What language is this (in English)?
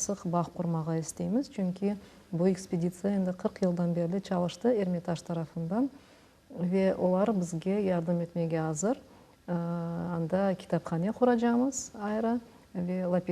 Crimean Tatar